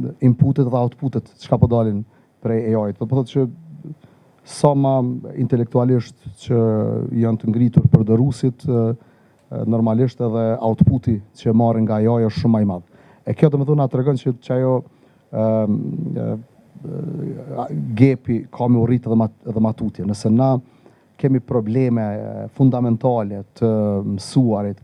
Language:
Albanian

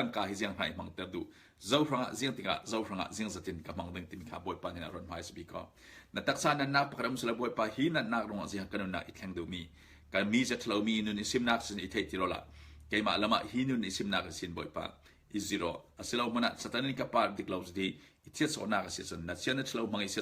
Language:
Falam Chin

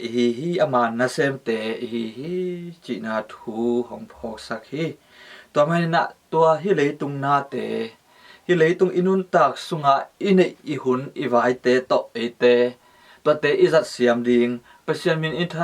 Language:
Tedim Chin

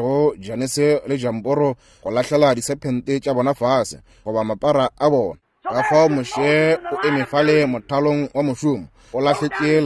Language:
Northern Sotho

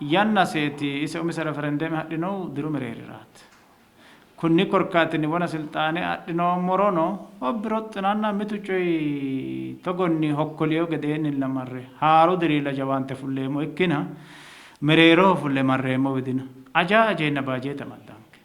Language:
Sidamo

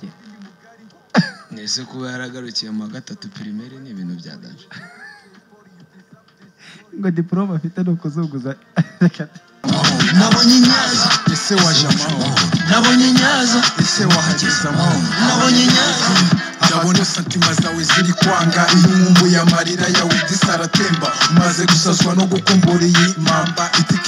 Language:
Kinyarwanda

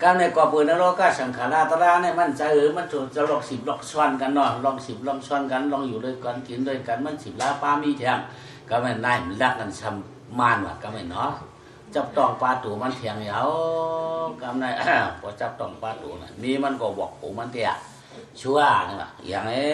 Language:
Shan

